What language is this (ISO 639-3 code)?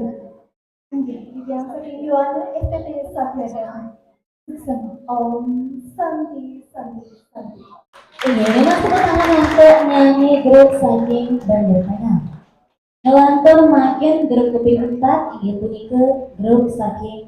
ban